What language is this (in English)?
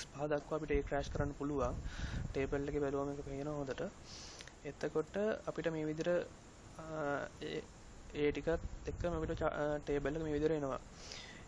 Sinhala